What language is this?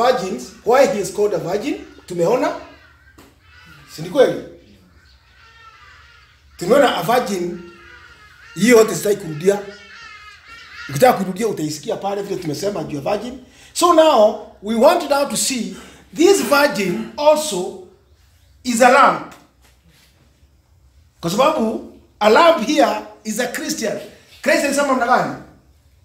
Swahili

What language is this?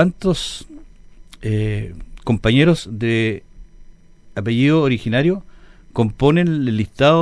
Spanish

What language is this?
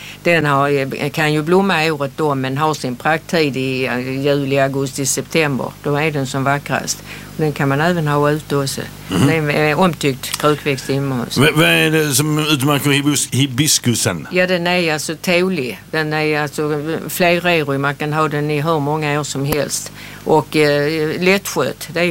Swedish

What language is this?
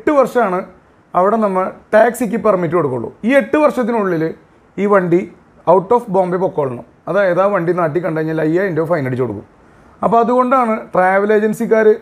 Malayalam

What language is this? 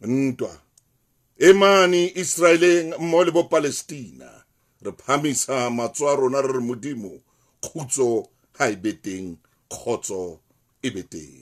Southern Sotho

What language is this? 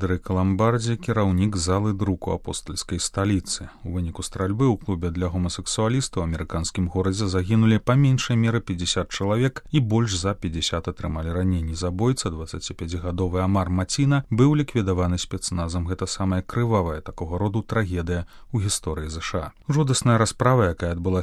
Belarusian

